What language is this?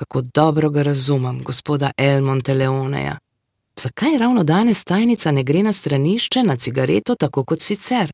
Slovenian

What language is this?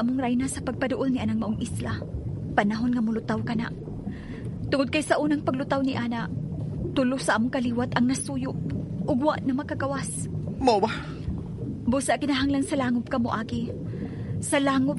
Cebuano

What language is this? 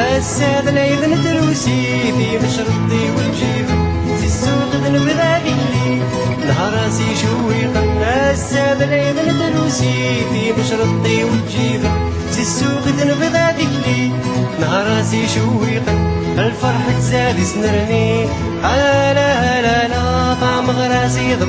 Kabyle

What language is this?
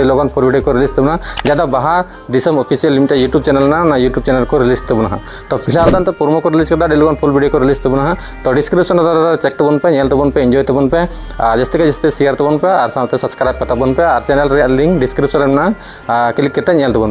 Santali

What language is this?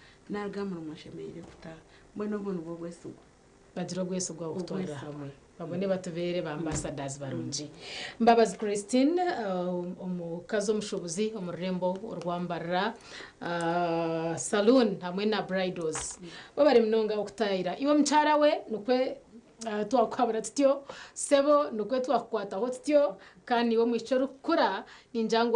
Nyankole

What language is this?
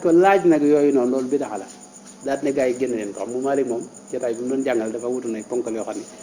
Wolof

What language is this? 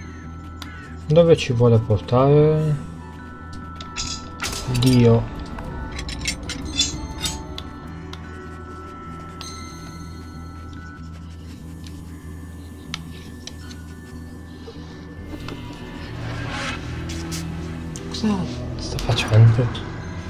Italian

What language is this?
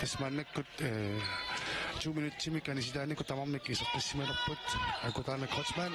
Kalaallisut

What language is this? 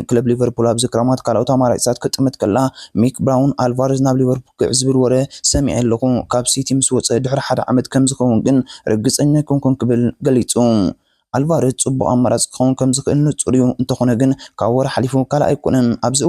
Tigrinya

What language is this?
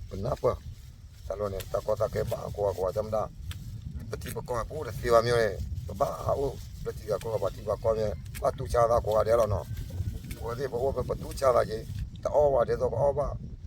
S'gaw Karen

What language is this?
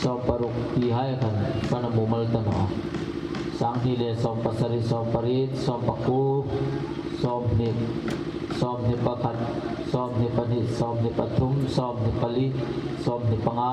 Hmar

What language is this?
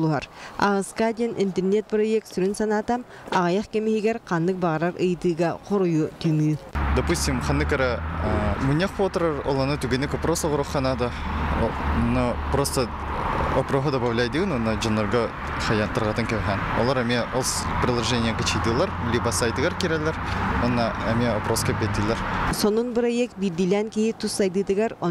Yakut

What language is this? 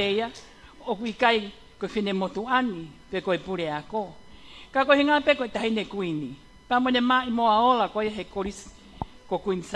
Tongan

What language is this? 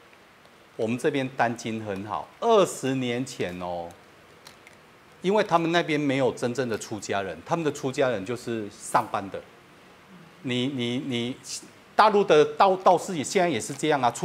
Chinese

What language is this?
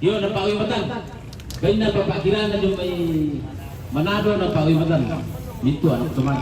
Toraja-Sa'dan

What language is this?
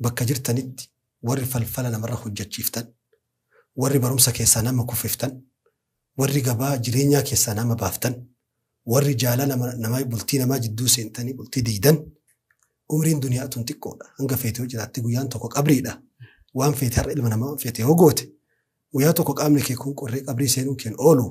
Oromo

